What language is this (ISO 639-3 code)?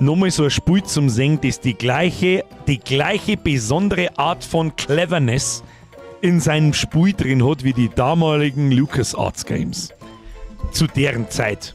bar